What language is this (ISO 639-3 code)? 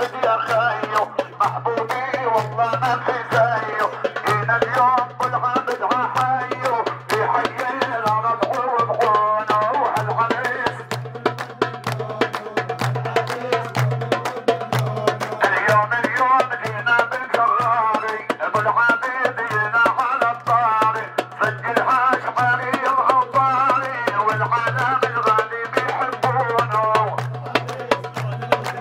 ajp